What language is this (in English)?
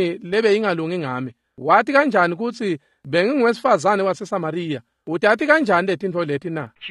Swati